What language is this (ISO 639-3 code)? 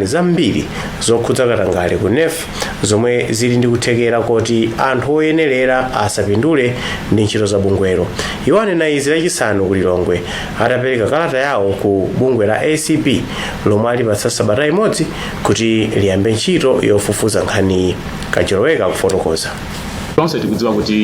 nya